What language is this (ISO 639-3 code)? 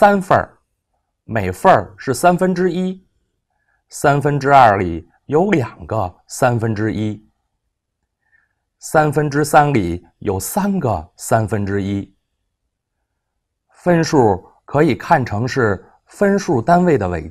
zho